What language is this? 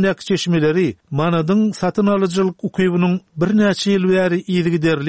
Turkmen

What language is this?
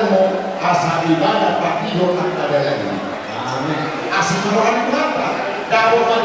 Batak Toba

